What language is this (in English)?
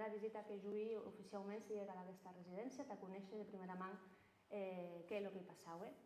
Occitan